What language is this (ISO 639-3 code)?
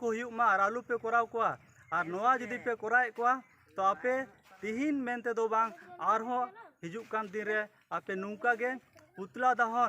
sat